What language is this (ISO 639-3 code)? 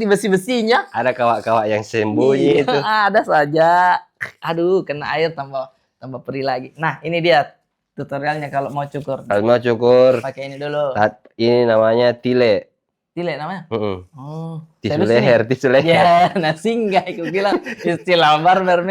mfp